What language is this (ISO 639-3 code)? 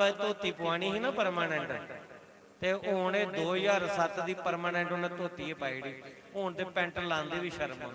doi